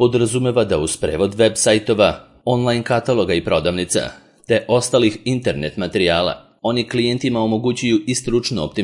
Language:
Serbian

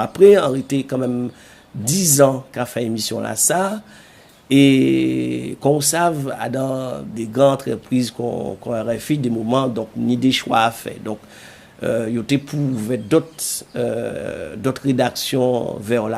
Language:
Guadeloupean Creole French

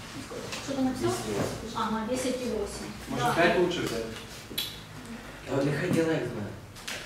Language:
Ukrainian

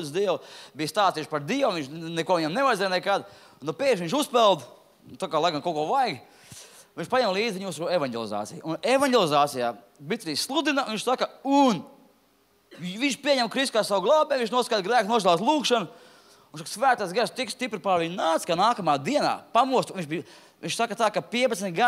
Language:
Latvian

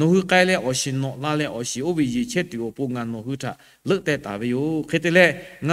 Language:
Lahu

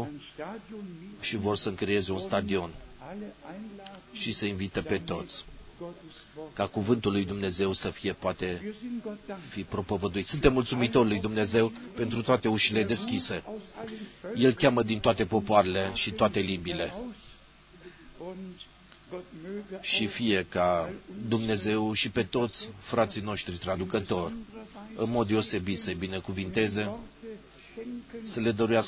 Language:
Romanian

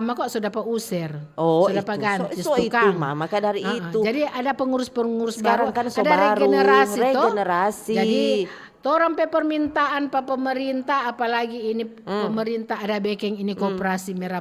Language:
Manado Malay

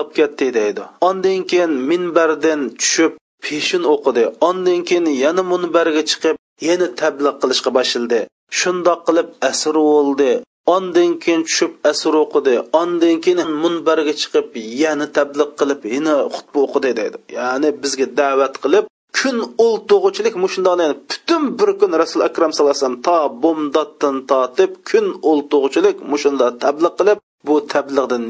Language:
Uyghur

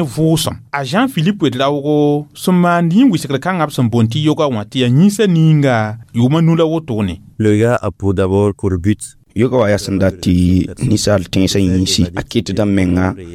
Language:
Mossi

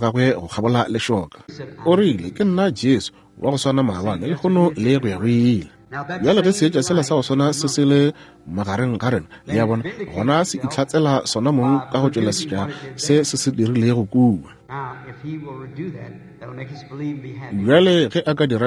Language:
Northern Sotho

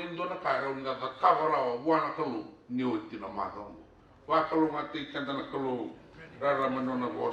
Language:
Fijian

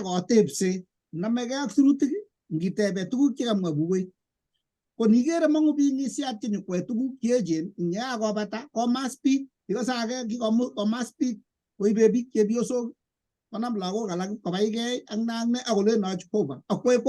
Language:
Kalenjin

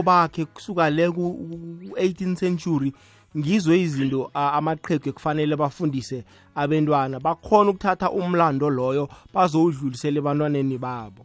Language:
South Ndebele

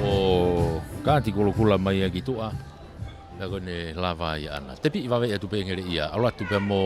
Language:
Tongan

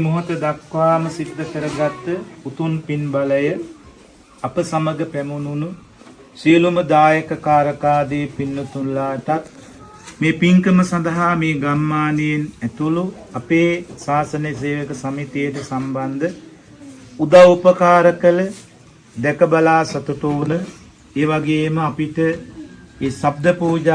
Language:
Sinhala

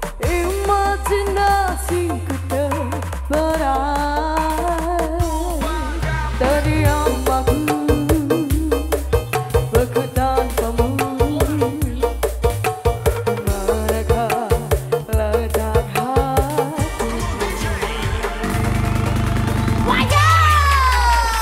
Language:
Indonesian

